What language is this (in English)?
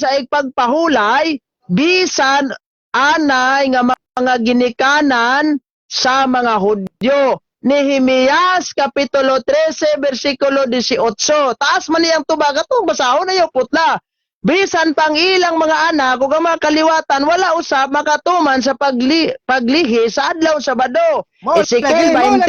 Cebuano